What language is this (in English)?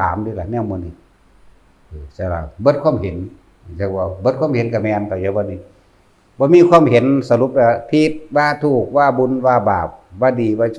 Northeastern Thai